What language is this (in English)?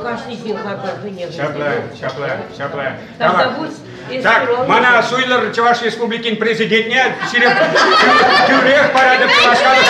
Chuvash